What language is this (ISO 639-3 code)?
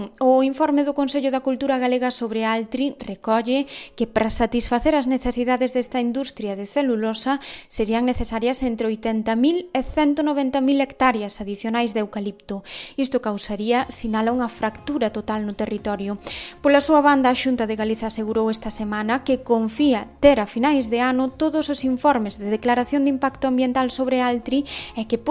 glg